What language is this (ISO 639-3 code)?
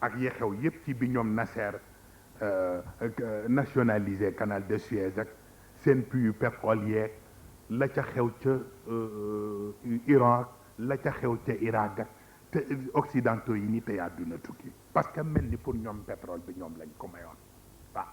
wol